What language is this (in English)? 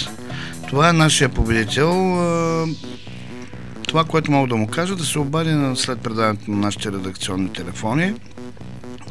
Bulgarian